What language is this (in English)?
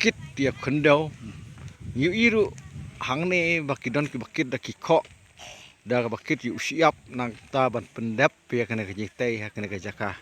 Khasi